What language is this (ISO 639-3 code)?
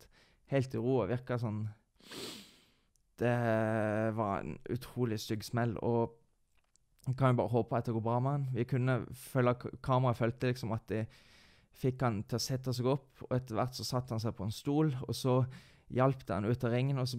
nor